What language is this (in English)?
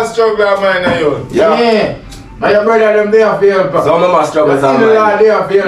Jamaican Creole English